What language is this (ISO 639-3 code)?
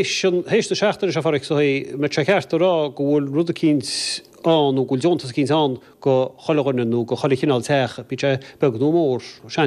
gle